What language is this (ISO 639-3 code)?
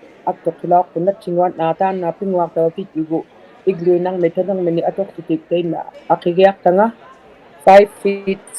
iku